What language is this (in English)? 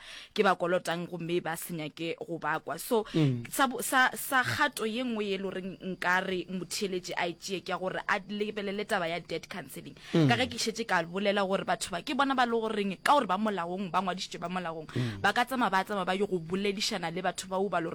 Northern Sotho